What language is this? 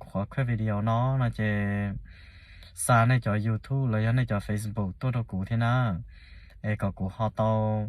Hmong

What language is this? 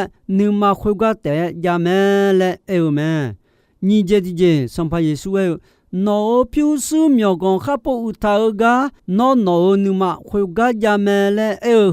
Akha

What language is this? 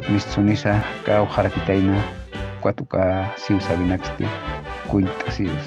Aymara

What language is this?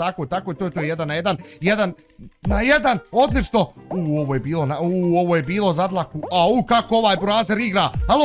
Bosnian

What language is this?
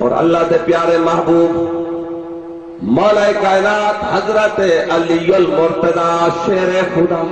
Saraiki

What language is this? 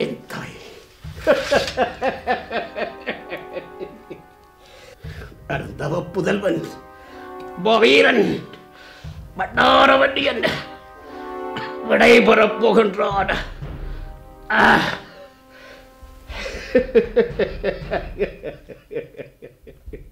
Tamil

